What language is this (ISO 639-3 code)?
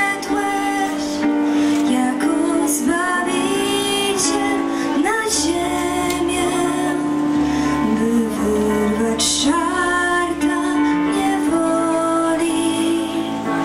pol